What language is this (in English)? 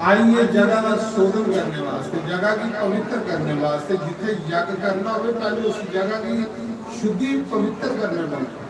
Dogri